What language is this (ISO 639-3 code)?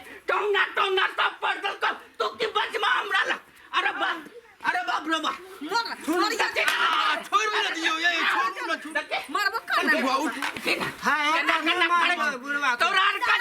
mai